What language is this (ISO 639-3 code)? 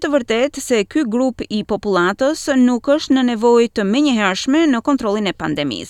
sqi